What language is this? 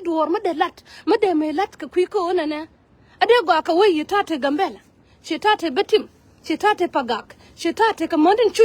Nuer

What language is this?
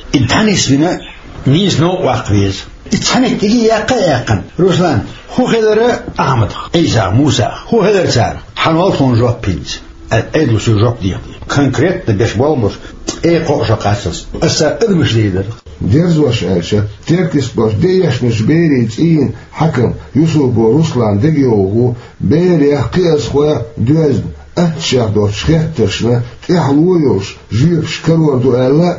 Chechen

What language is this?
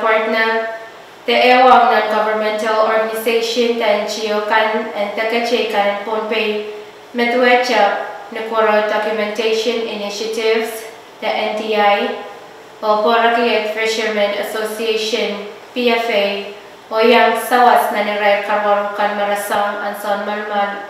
Pohnpeian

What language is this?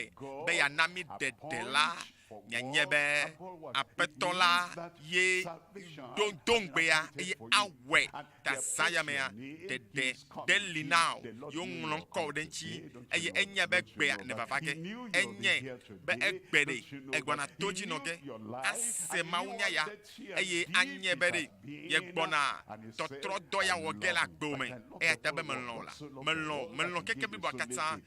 Ewe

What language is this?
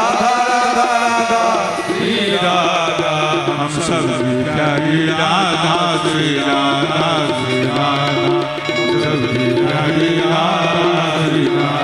Maithili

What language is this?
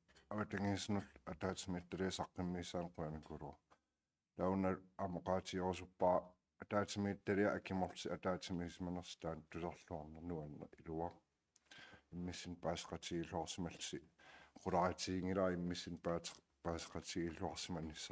Kalaallisut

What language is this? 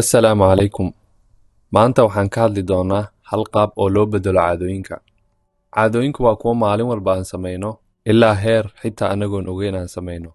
Somali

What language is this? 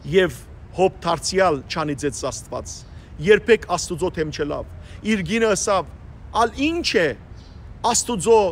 Western Armenian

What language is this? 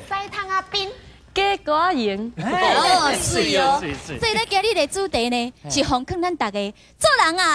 Min Nan Chinese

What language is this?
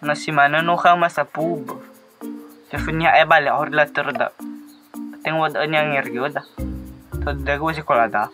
Nias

